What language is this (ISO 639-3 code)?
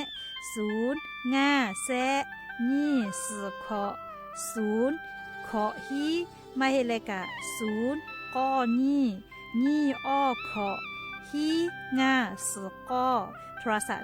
lhu